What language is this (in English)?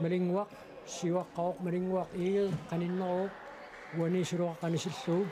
Kalaallisut